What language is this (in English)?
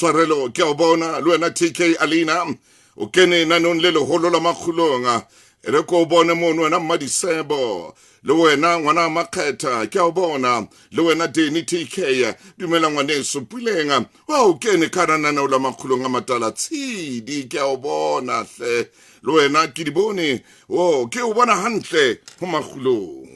Southern Sotho